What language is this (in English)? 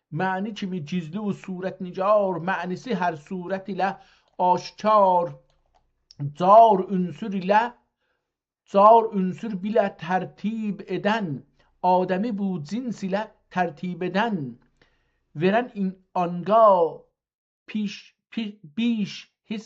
South Azerbaijani